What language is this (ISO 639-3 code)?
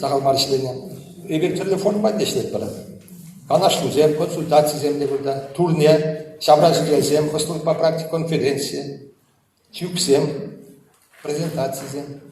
chv